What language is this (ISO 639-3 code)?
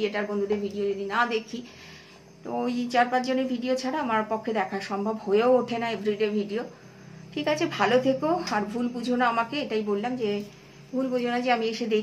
ben